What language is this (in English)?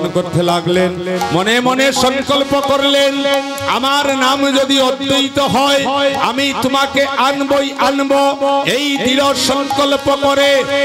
Bangla